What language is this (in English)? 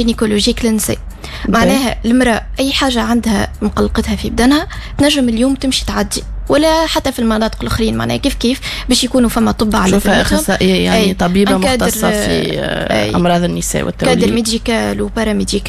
Tunisian Arabic